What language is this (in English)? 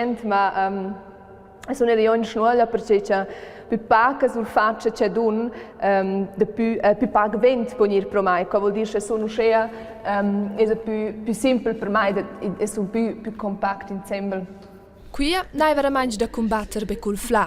Romansh